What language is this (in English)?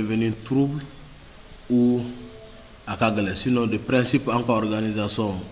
Bambara